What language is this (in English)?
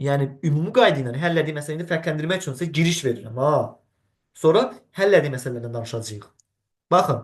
Azerbaijani